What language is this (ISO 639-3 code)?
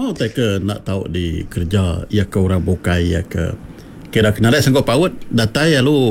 iba